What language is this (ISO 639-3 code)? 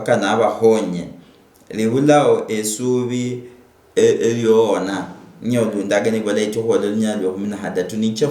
luy